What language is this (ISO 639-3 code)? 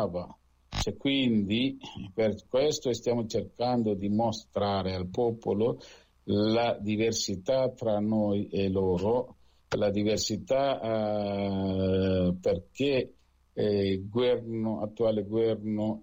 ita